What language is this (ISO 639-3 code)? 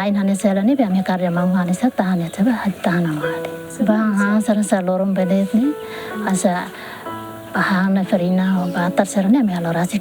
tet